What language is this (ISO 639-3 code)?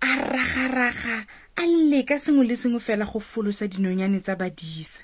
tsn